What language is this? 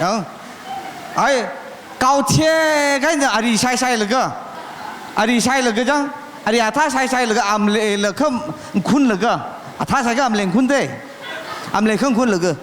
Tangkhul Naga (India)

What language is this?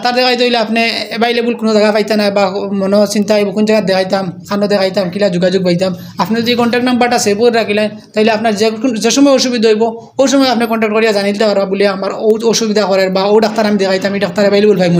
Sylheti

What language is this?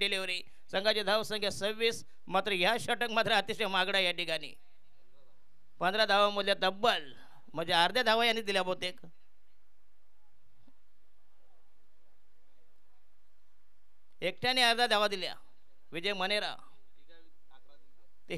Marathi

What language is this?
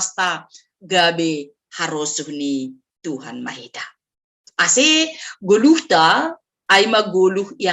Batak Simalungun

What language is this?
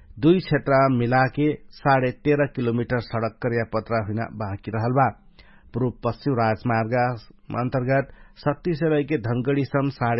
Dangaura Tharu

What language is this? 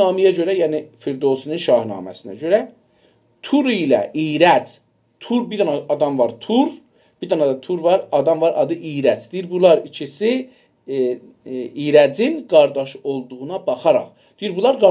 South Azerbaijani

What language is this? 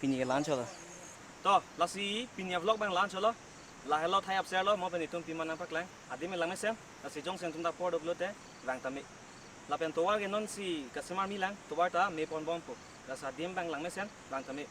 Karbi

